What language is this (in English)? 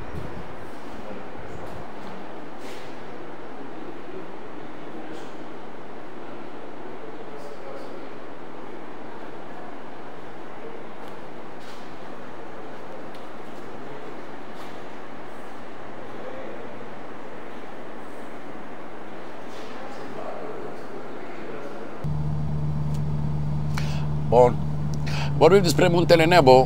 Romanian